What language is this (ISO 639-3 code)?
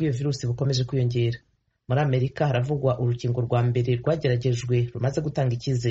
kin